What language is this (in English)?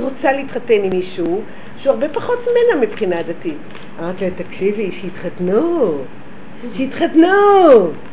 Hebrew